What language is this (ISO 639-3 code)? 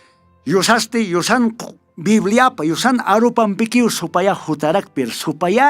aym